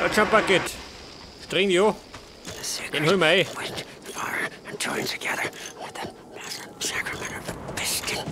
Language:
Bavarian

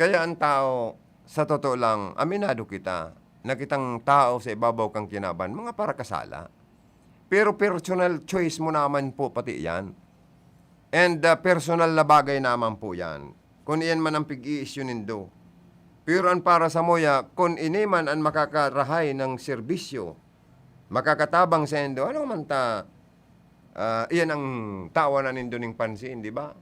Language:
Bikol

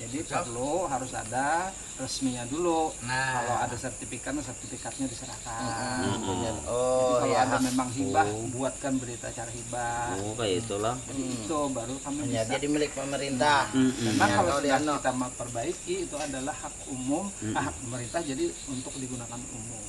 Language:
Banjar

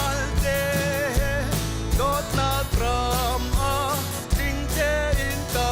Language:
Hakha Chin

